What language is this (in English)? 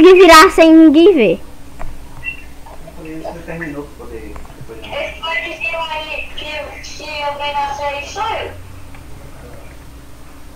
Portuguese